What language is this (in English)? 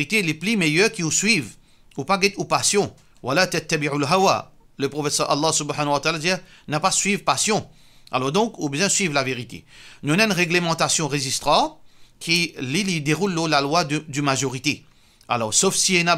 Morisyen